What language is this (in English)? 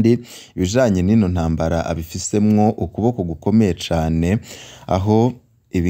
Rundi